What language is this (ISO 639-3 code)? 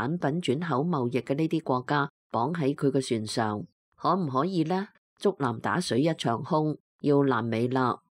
yue